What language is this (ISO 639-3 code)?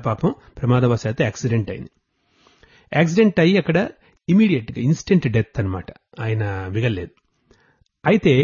tel